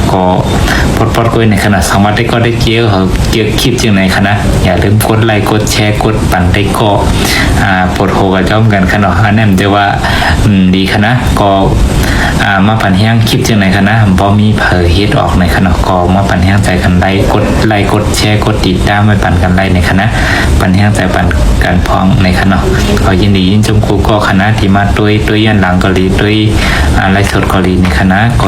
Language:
Shan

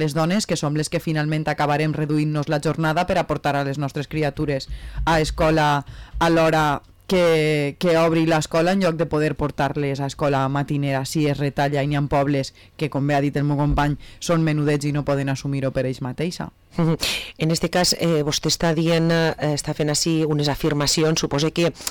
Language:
Catalan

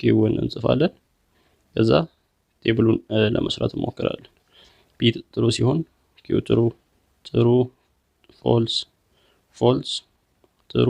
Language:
Amharic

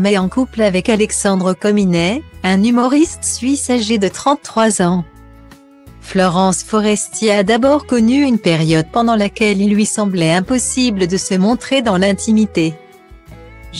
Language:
French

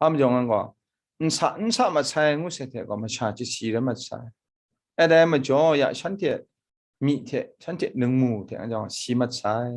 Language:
Kachin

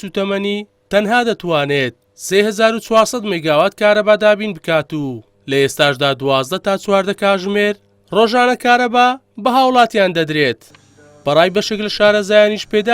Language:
Central Kurdish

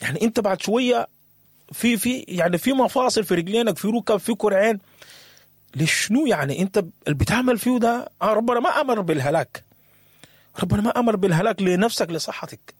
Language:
Sudanese Arabic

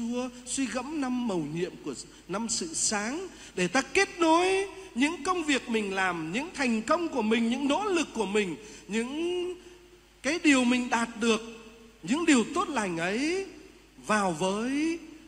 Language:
Vietnamese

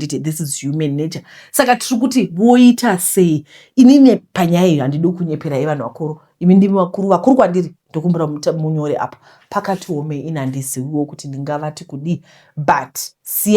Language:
Shona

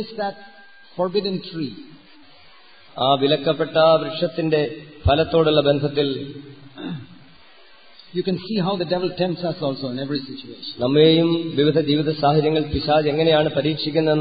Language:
Malayalam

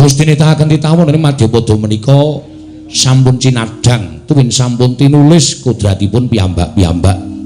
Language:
Javanese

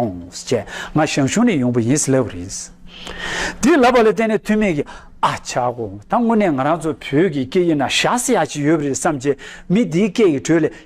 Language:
Tibetan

